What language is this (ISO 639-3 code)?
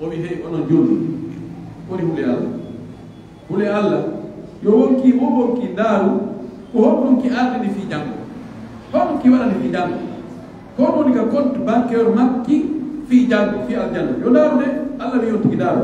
fuf